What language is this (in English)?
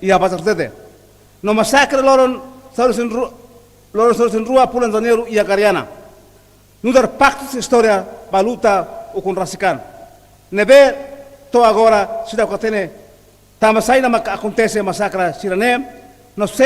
Tetum